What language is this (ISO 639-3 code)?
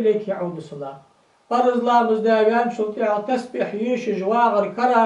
inh